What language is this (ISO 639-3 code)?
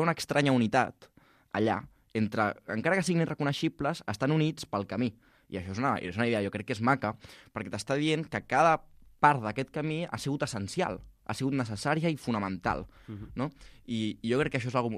cat